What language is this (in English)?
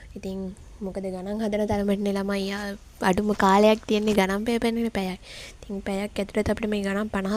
Sinhala